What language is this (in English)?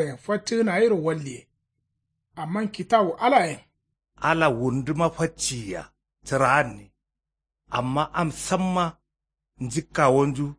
Kanuri